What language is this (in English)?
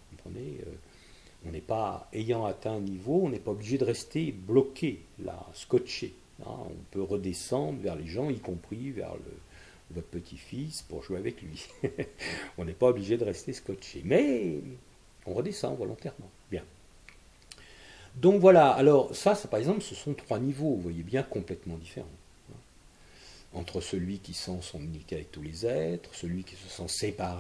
French